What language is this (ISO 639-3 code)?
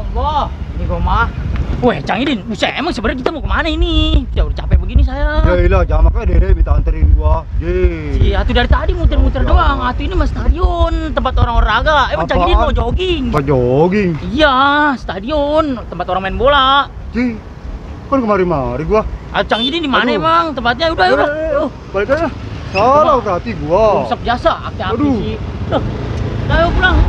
bew